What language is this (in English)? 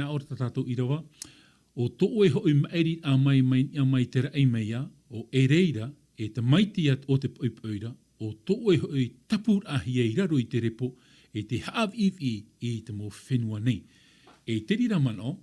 Tahitian